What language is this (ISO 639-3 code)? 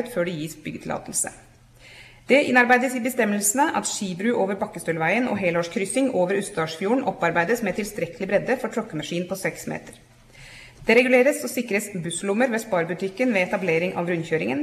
nor